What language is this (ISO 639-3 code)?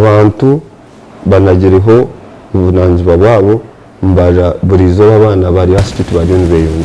nyn